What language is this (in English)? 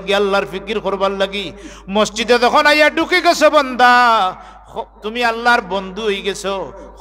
Sylheti